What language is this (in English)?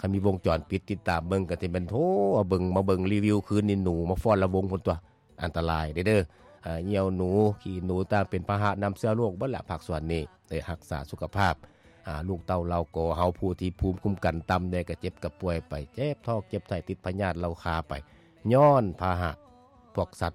Lao